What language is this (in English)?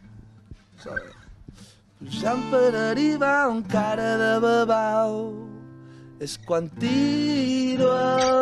Catalan